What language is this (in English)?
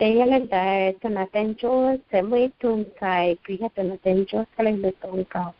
Hmong